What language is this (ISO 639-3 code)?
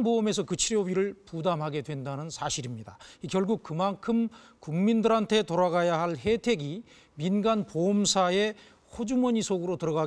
kor